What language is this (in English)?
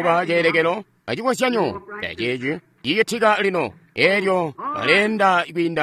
Tonga (Zambia)